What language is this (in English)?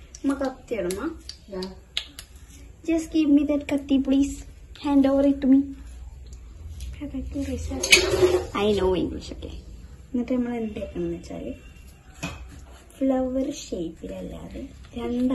Malayalam